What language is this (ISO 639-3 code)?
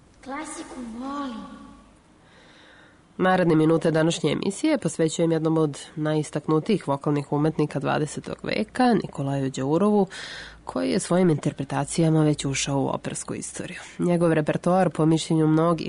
srp